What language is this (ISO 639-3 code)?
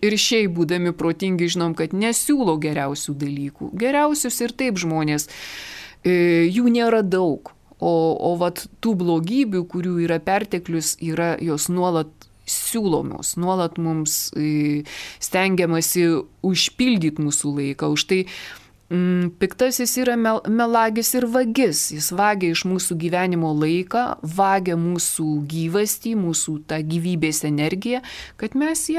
lit